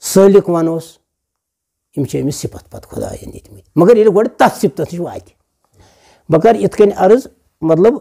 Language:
Kashmiri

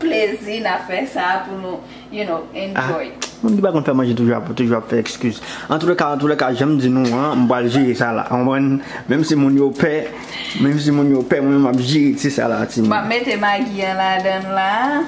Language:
Haitian Creole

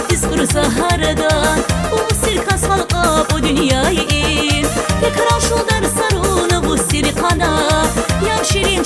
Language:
Tabassaran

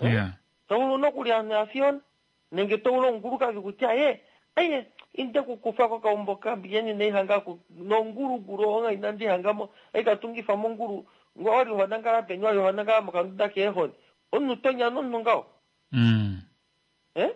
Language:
Kuanyama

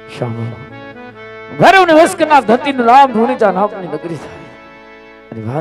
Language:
Gujarati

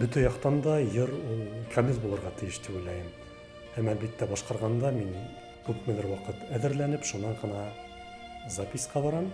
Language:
Bashkir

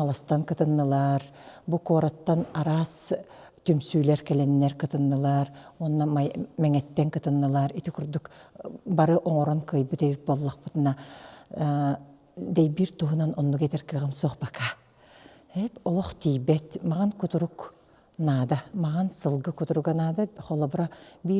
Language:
Yakut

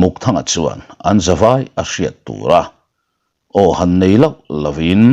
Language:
Mizo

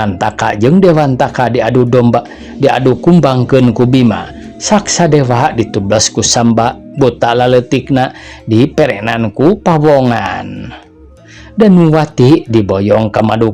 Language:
Sundanese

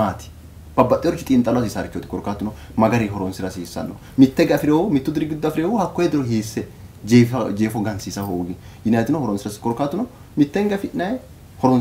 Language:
Sidamo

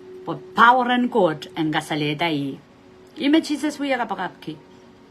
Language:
Pohnpeian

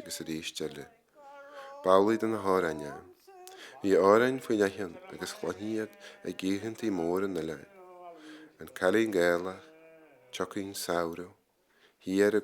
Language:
Irish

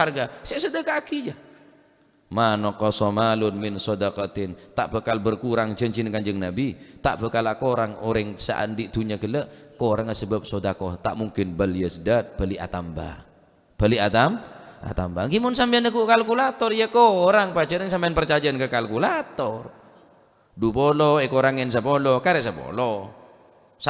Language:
Madurese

